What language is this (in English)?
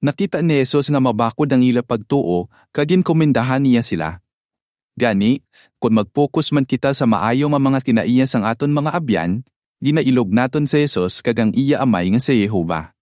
Hiligaynon